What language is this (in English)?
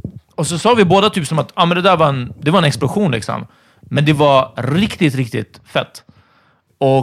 Swedish